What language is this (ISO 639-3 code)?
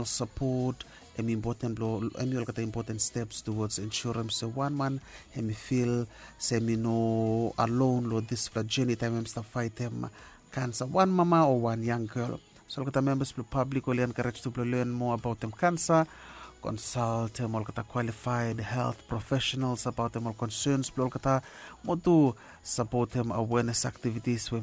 bis